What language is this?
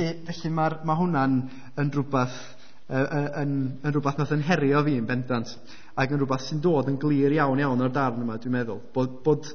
Welsh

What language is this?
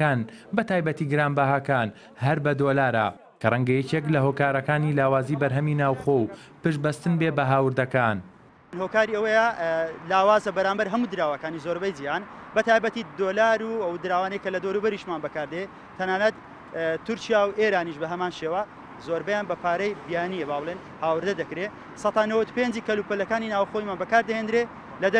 Central Kurdish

